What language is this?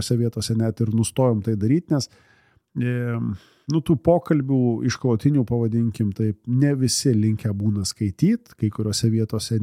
Lithuanian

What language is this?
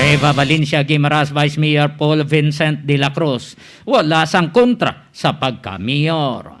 Hiligaynon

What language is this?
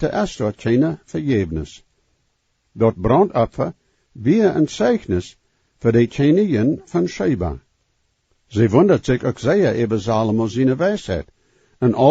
Plautdietsch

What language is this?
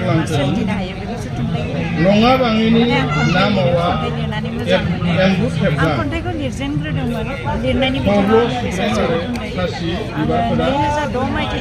Bodo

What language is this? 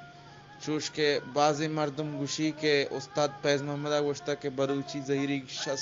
Eastern Balochi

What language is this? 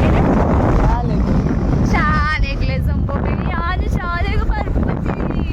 Tulu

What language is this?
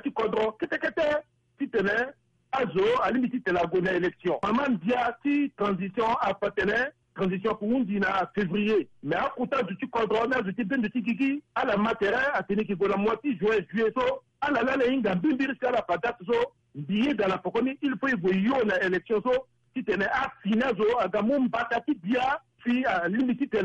Sango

